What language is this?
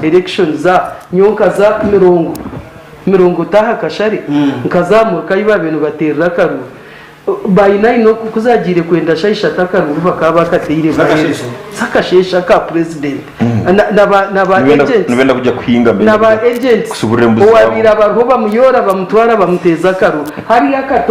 Nyankole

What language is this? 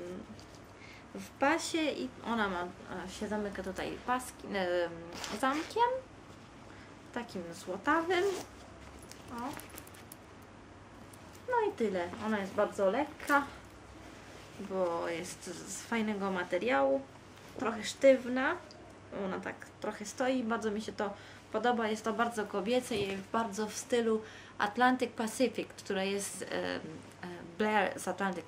Polish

